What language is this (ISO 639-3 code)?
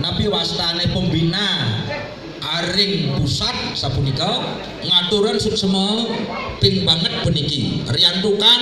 ban